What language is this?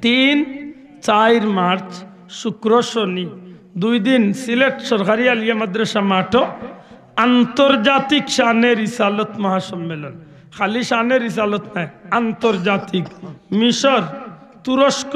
Sylheti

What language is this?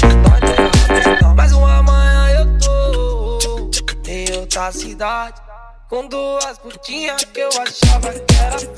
Portuguese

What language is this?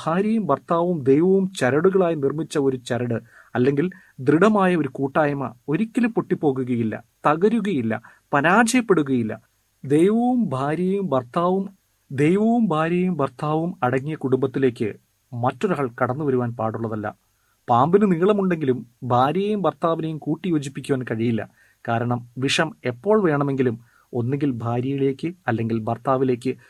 Malayalam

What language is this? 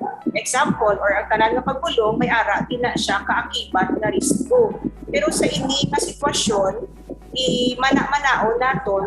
Hiligaynon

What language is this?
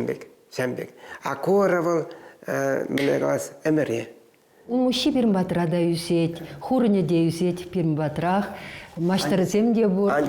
Chuvash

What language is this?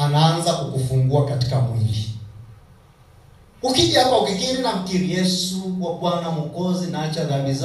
Swahili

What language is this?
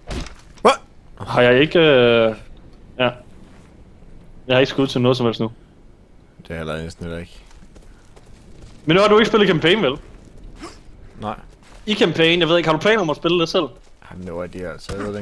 Danish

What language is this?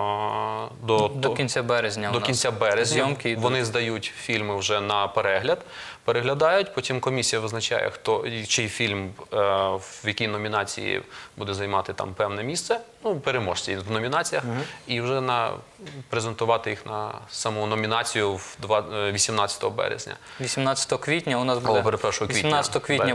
Ukrainian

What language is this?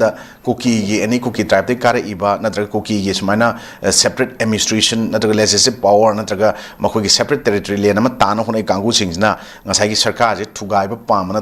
Manipuri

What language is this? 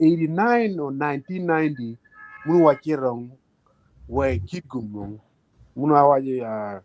Acoli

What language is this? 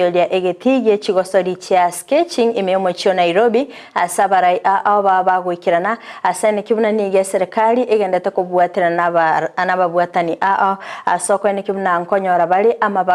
Gusii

